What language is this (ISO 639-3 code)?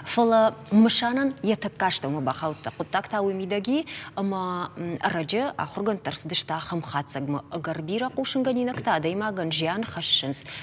oss